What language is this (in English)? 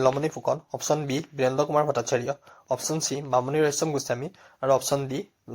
Assamese